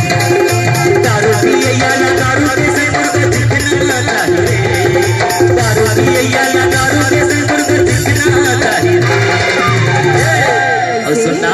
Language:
Chhattisgarhi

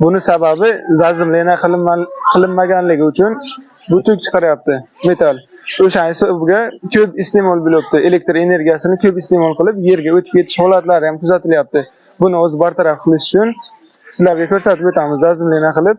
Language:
Uzbek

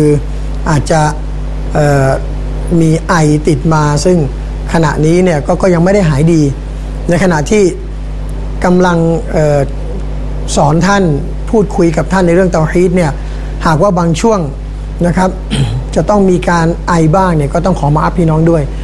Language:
Thai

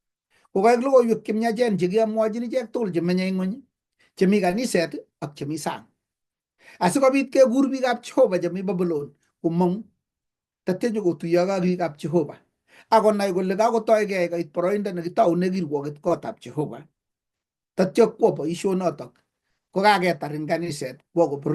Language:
Kalenjin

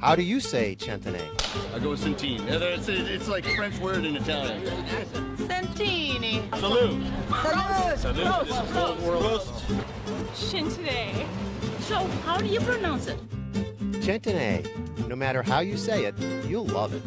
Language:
Papiamento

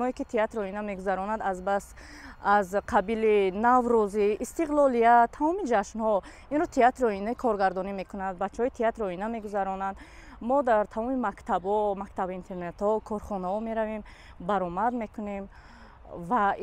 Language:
Tajik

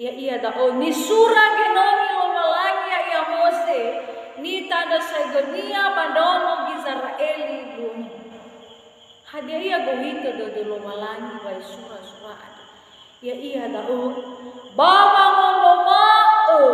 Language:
Nias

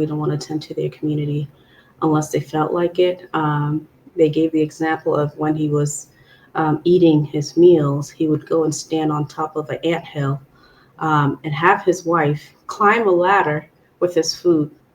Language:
Acoli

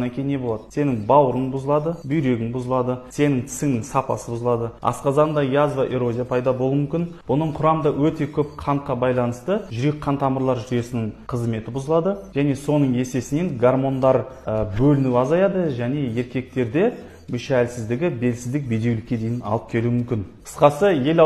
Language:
Kazakh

